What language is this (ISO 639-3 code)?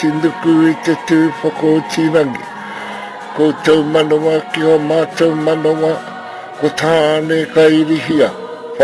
mri